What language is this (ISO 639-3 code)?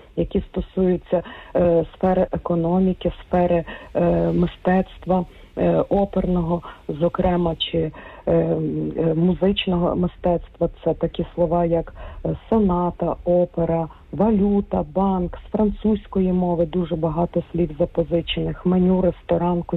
ukr